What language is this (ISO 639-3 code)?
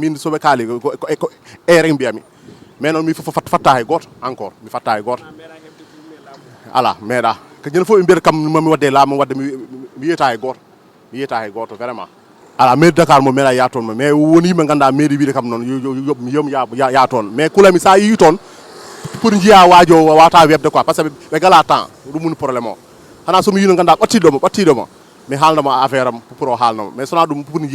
ful